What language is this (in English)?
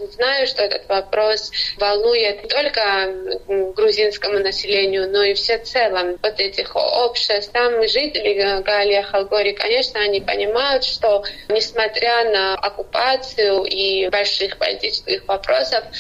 Russian